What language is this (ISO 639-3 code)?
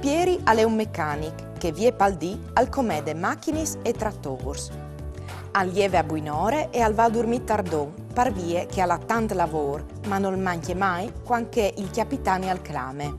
fur